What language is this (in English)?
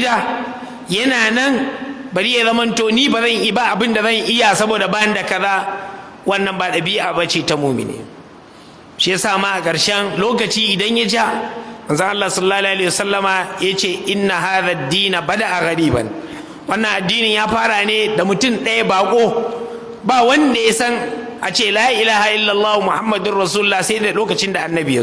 Hausa